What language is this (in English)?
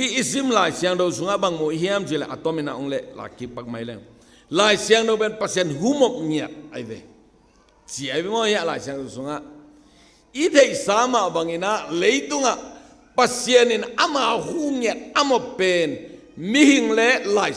Tedim Chin